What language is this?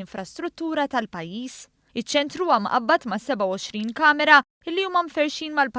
Maltese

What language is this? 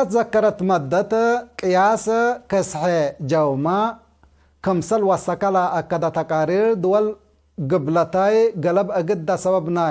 Tigre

